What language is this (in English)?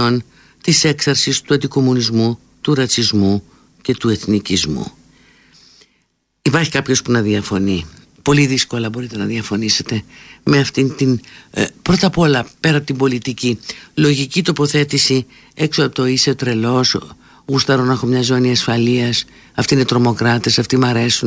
Greek